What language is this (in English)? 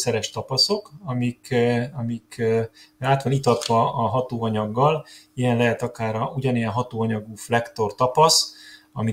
Hungarian